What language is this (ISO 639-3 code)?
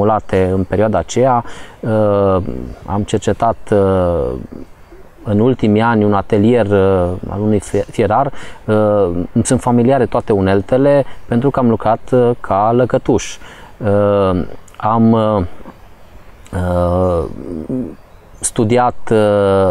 ron